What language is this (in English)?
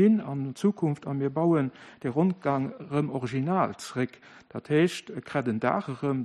Luxembourgish